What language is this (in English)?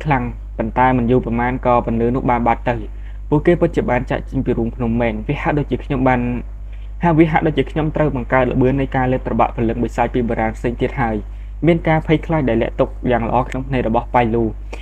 Khmer